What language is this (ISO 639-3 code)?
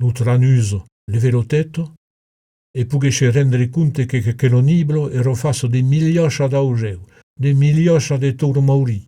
oci